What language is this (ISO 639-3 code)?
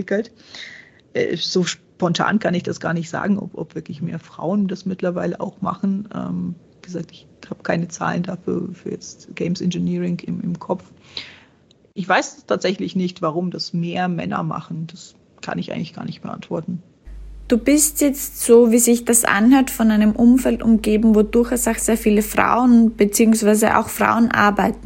deu